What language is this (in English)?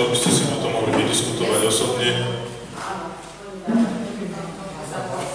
Slovak